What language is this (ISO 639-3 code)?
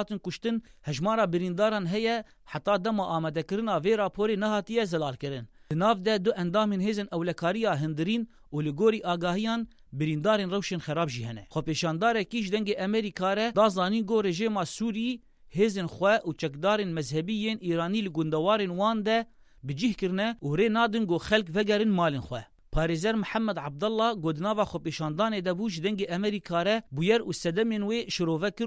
kur